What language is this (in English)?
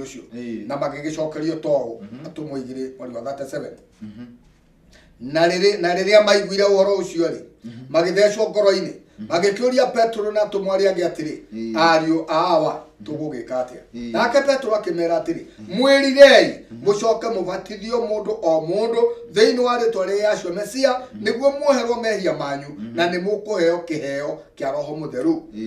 Kikuyu